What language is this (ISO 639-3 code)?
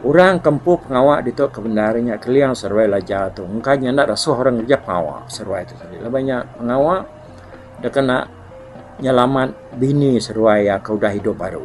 iba